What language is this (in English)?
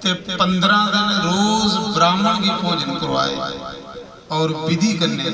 Dogri